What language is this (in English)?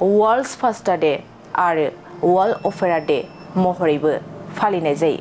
Bodo